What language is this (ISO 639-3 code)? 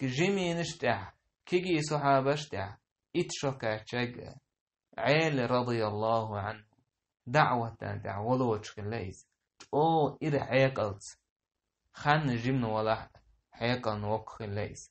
che